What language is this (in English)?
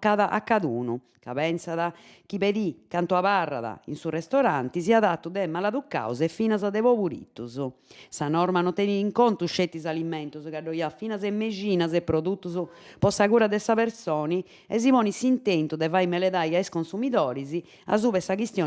Sardinian